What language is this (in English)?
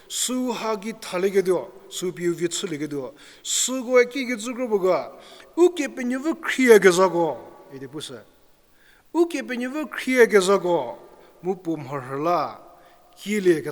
Angami Naga